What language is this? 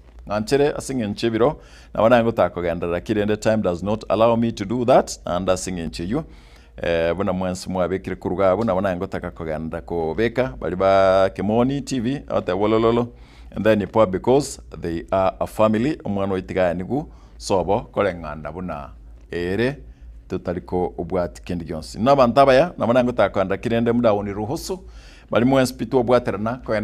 Gusii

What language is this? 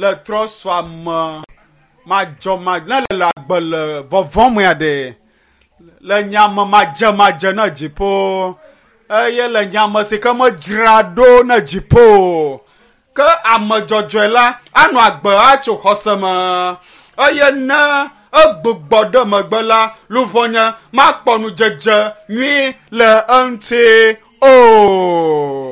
Ewe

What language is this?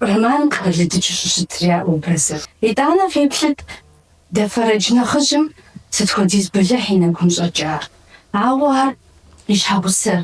Kabardian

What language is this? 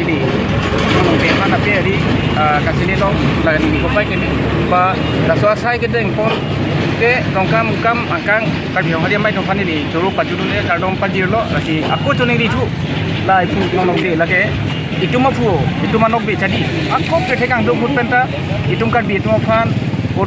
Karbi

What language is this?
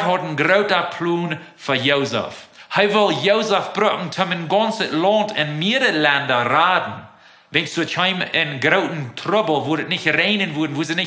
Plautdietsch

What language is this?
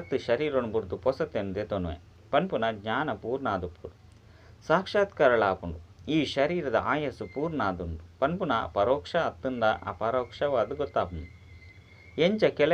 Tulu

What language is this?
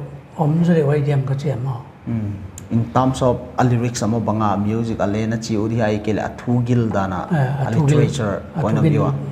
Paite Chin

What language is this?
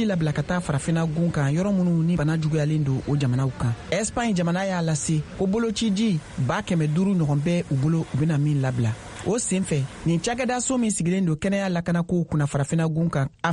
Bambara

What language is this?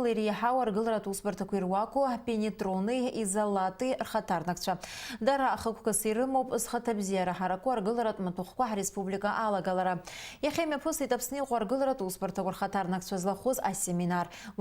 Abkhazian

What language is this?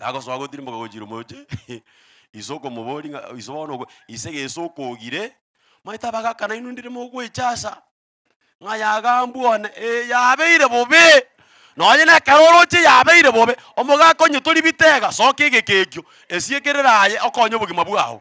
Gusii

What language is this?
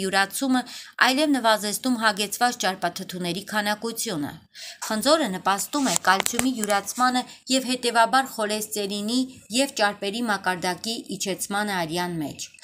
Armenian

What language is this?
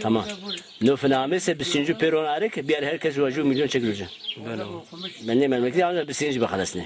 Zaza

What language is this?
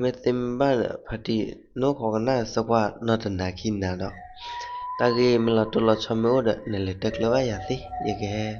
S'gaw Karen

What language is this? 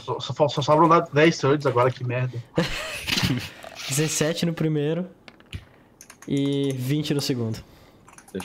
Portuguese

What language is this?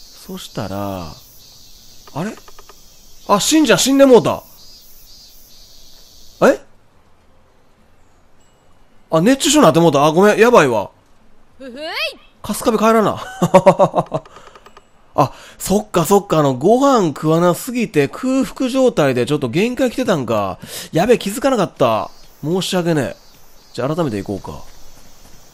Japanese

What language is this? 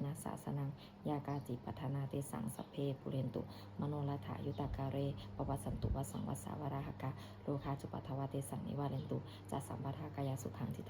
Pali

